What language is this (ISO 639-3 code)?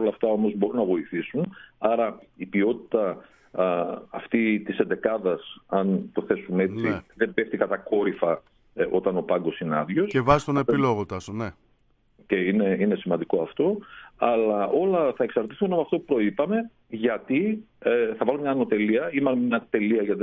ell